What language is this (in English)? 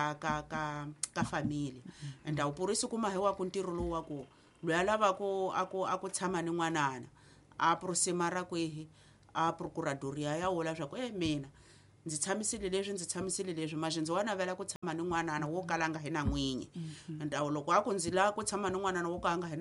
Tsonga